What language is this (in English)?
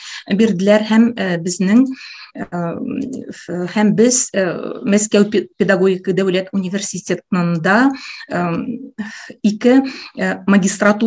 Tatar